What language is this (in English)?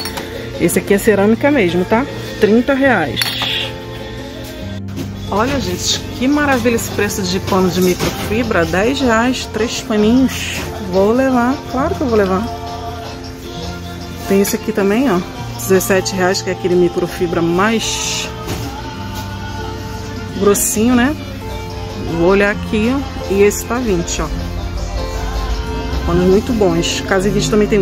Portuguese